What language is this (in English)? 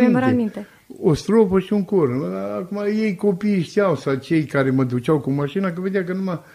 Romanian